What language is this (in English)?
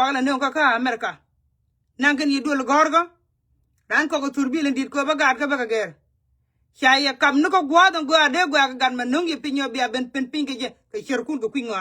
Nuer